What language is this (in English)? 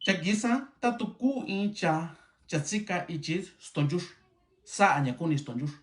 Mixtepec Mixtec